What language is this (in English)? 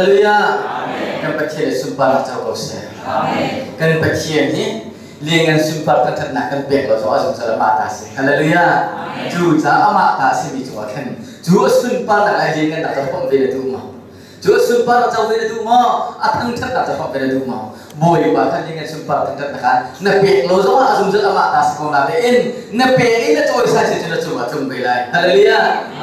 Hakha Chin